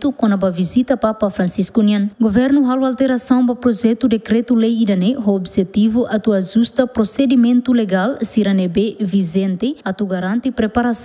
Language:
Tetum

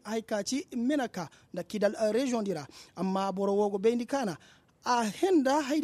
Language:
Koyraboro Senni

